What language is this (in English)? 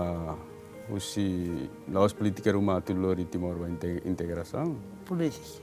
Tetum